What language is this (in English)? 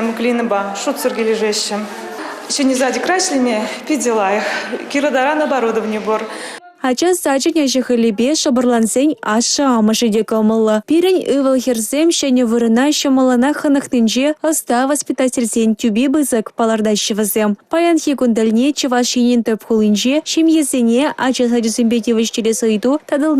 Chuvash